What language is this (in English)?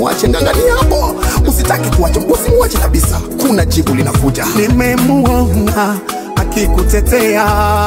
Swahili